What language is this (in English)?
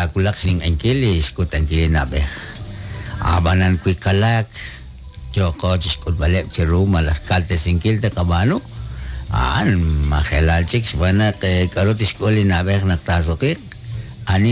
Kekchí